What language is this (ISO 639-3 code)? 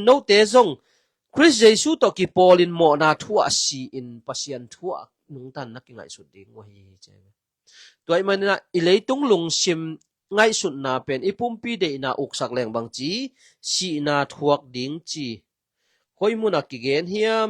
ctd